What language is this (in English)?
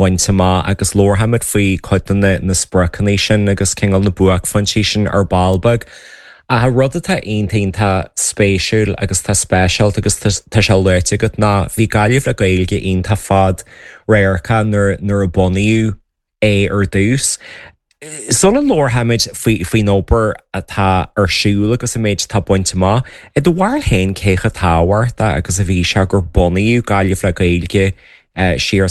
Irish